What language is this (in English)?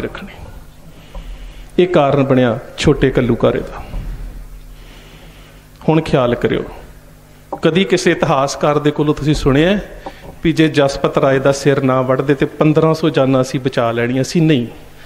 Punjabi